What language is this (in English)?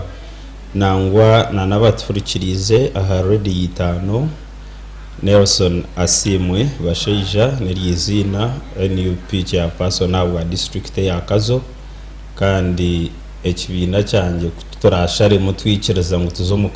Nyankole